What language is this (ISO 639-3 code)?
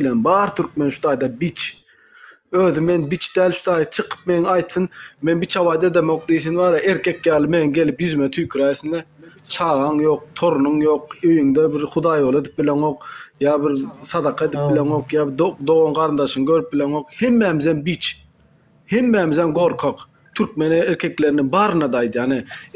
tuk